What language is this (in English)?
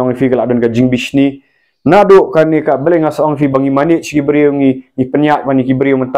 Khasi